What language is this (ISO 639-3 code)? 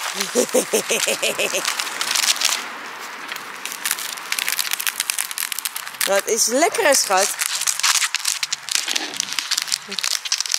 nld